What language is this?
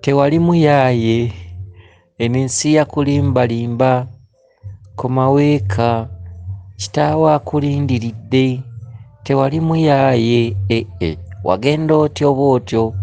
Ganda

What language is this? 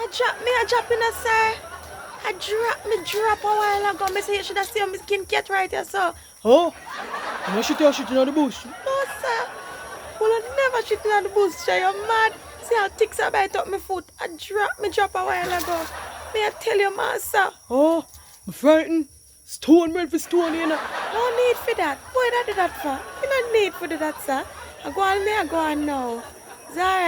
Jamaican Creole English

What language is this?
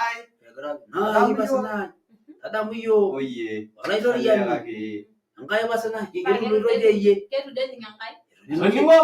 Masai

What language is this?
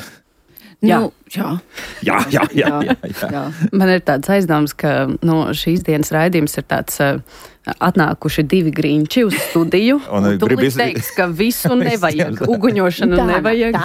Latvian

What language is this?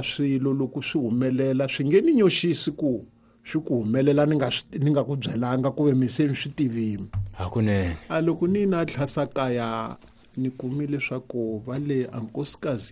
Tsonga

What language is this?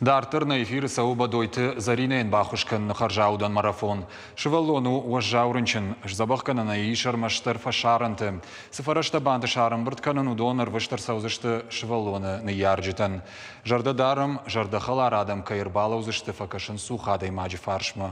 Ossetic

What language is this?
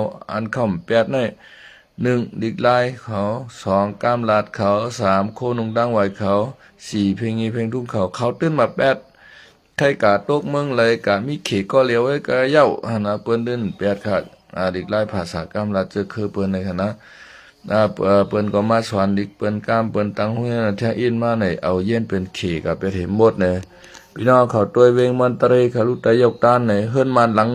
Shan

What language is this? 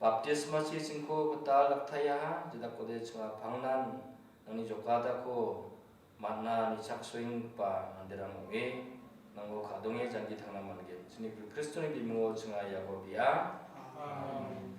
Garo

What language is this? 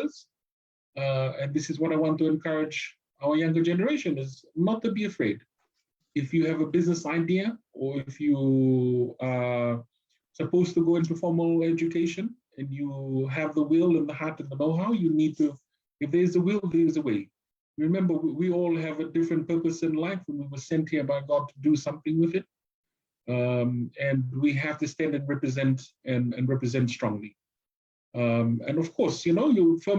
Fijian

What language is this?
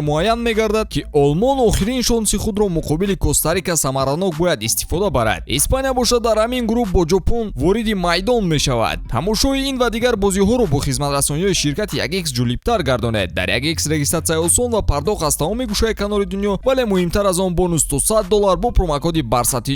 Tajik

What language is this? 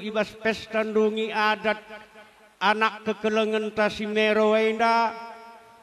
Batak Karo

